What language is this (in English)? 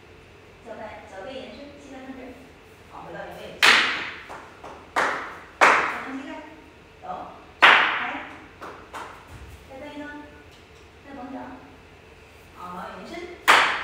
Chinese